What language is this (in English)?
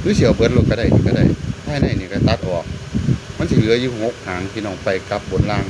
Northeastern Thai